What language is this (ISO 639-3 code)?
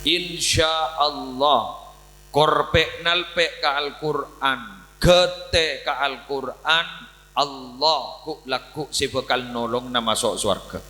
mad